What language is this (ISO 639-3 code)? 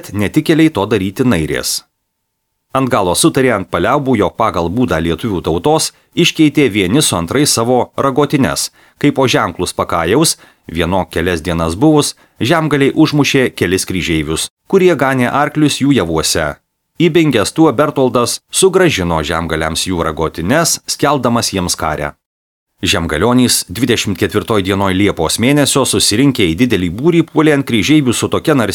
lit